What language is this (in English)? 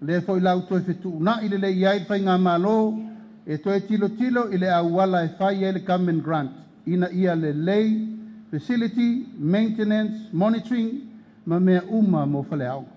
Samoan